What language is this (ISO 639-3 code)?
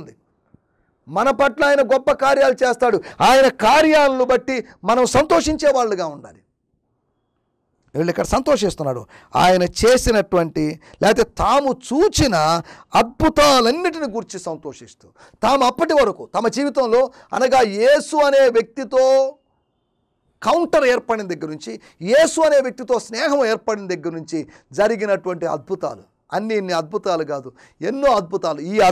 tel